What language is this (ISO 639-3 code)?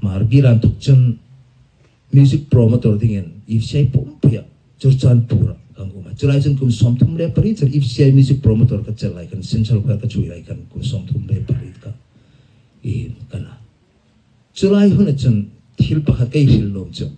hmr